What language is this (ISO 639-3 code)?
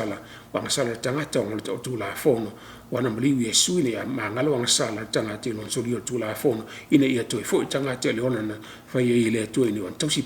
smo